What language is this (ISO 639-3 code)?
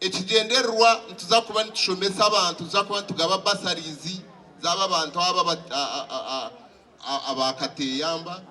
nyn